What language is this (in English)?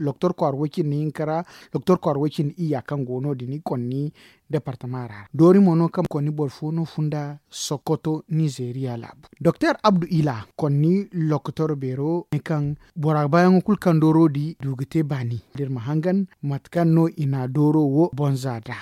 Zarma